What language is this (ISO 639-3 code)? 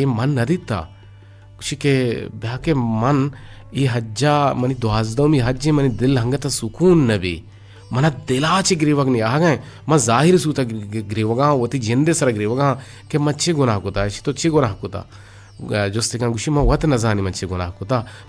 bgp